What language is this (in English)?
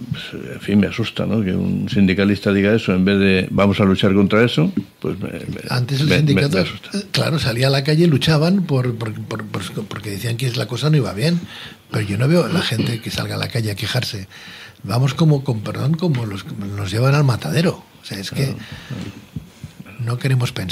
Spanish